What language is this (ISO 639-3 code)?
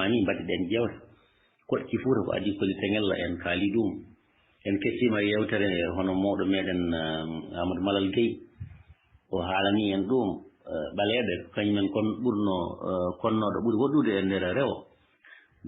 ful